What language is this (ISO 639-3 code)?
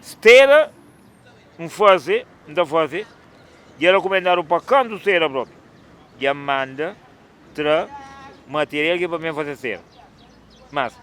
kea